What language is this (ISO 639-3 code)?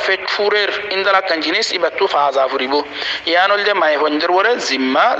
rhg